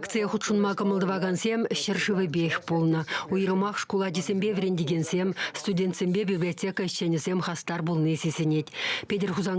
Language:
Chuvash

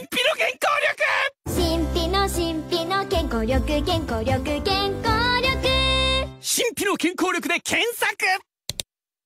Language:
Japanese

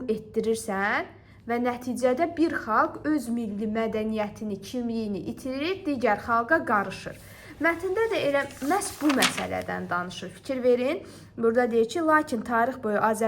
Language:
Azerbaijani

